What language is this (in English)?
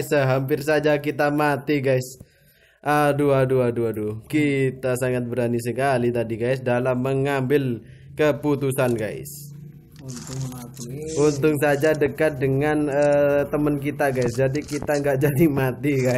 Indonesian